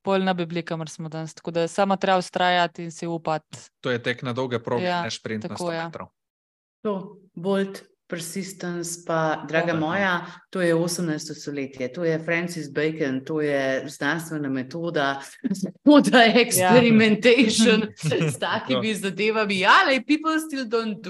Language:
Slovenian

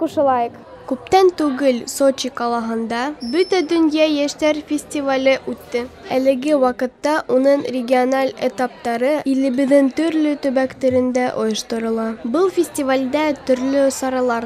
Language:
Bashkir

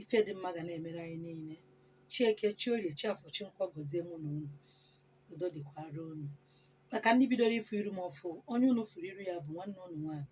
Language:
Igbo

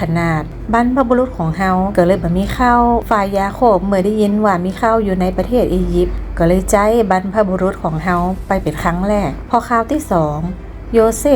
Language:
Northern Thai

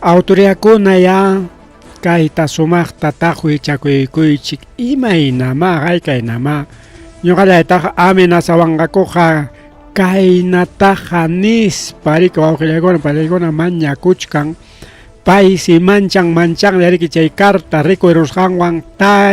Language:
Ayacucho Quechua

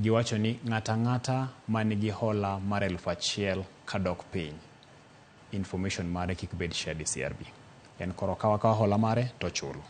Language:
Luo (Kenya and Tanzania)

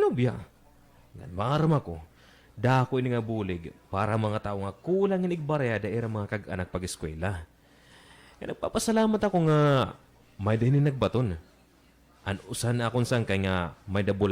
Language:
Waray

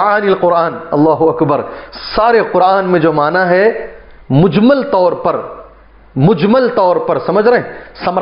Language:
Urdu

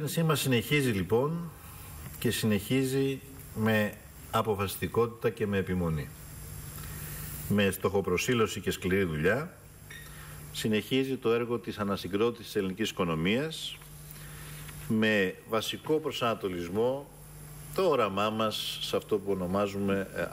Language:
Greek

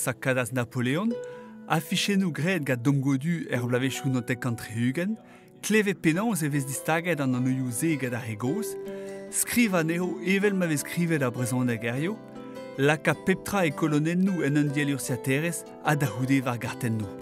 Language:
Breton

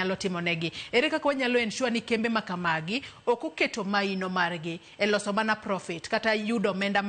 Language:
Luo (Kenya and Tanzania)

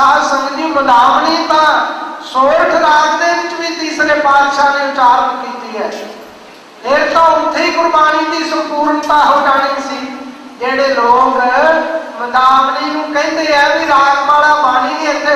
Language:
Punjabi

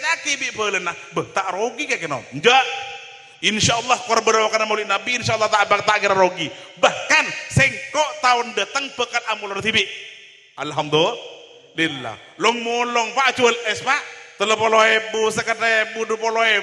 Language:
Madurese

